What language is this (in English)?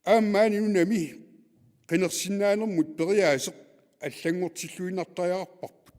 Kalaallisut